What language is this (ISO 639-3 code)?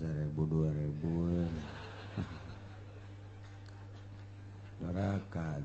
sun